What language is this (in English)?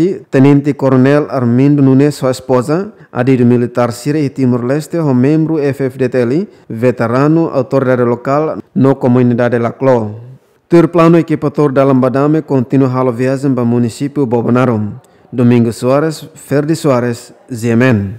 Tetum